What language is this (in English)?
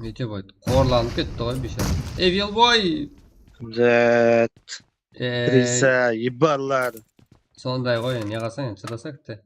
Kara-Kalpak